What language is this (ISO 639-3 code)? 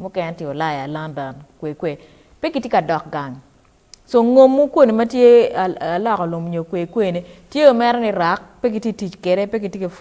ach